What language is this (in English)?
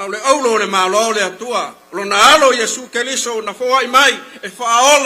Samoan